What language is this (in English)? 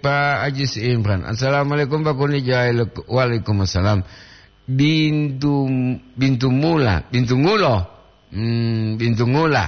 Gorontalo